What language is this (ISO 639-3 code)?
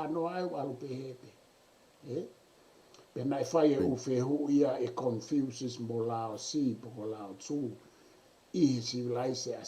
ton